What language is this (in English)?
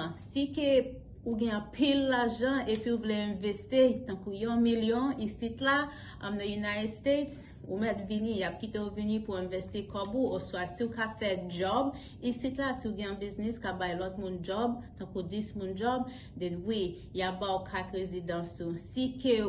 Haitian Creole